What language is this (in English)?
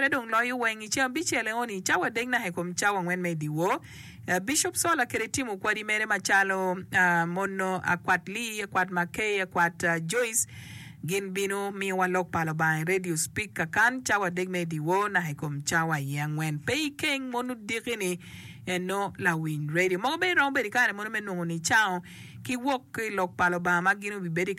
Acoli